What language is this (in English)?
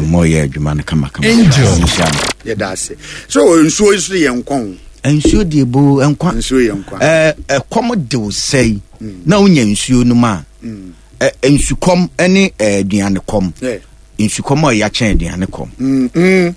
Akan